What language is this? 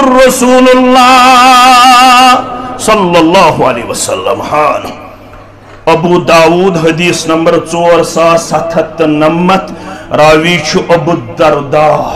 Kashmiri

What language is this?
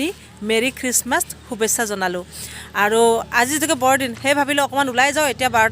Assamese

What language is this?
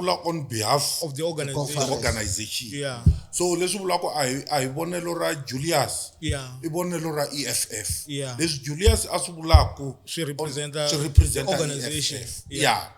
Tsonga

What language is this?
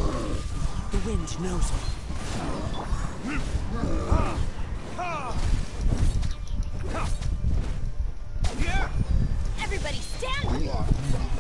Italian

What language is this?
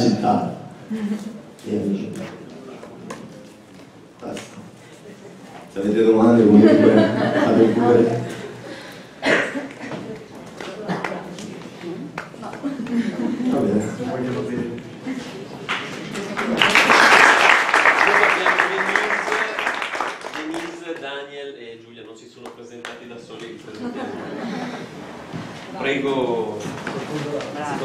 Italian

